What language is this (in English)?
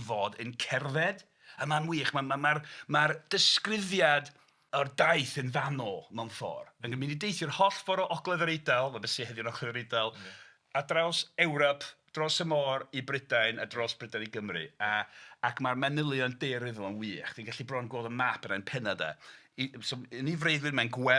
Welsh